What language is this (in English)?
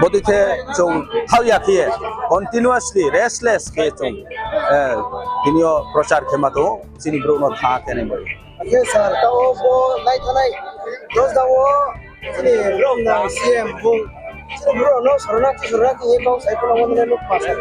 Riang (India)